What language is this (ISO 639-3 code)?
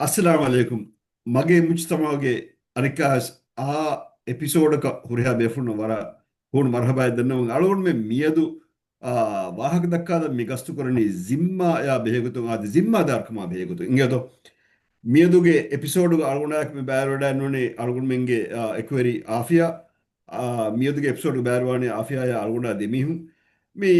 div